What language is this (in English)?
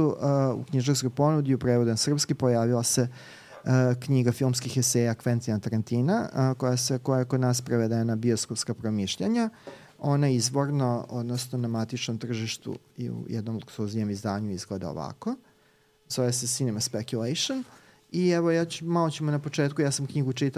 Serbian